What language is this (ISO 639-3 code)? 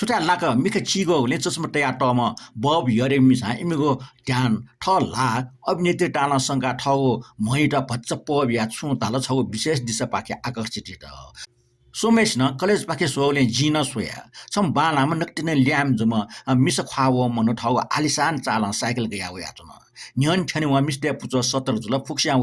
new